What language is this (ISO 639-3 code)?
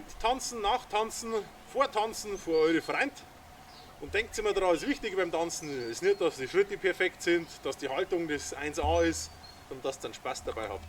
bar